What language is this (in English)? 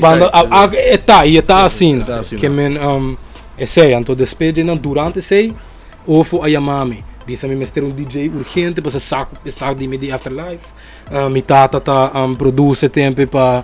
Papiamento